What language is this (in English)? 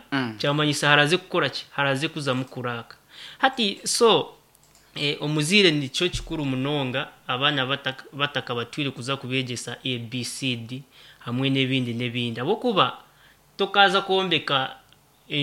Nyankole